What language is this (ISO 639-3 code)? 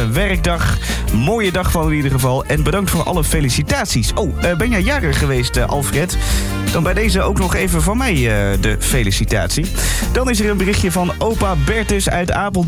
nld